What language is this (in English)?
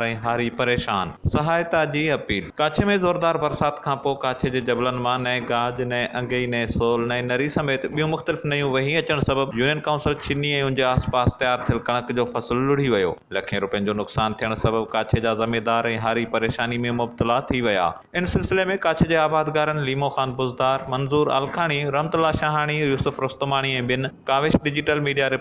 Sindhi